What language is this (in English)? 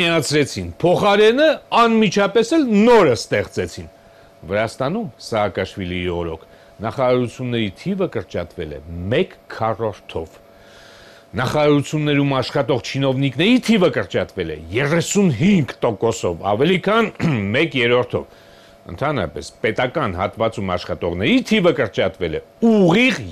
Armenian